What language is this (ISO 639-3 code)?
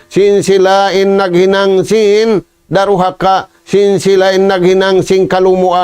tsg